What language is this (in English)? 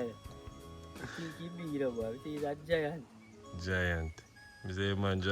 Jamaican Creole English